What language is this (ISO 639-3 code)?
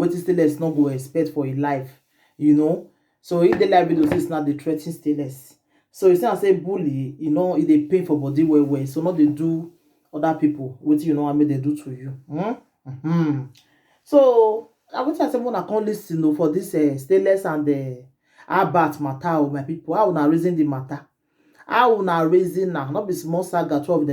pcm